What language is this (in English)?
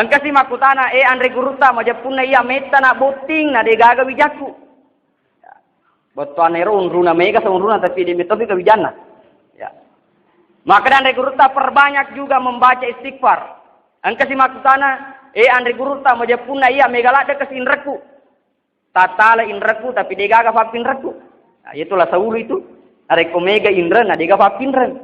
Buginese